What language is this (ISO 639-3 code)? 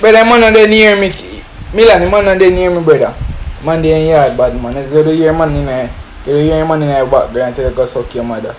jam